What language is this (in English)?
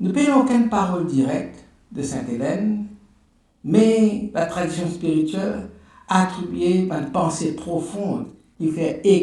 Morisyen